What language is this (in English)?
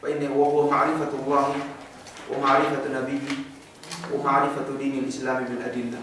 Yakan